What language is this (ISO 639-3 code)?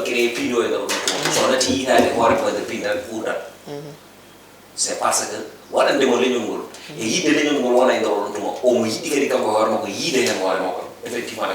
ful